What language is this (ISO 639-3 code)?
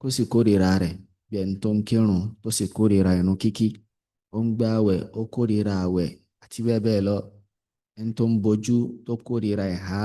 yor